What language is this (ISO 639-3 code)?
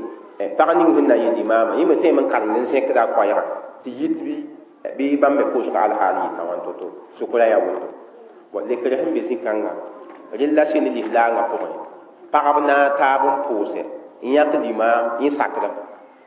mos